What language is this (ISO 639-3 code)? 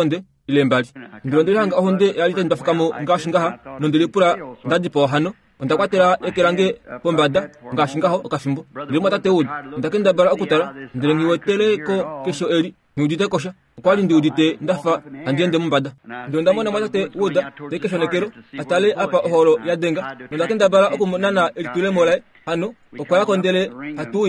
kua